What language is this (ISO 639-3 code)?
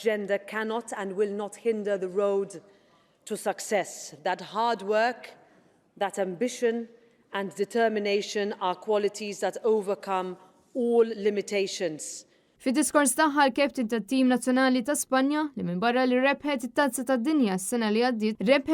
mlt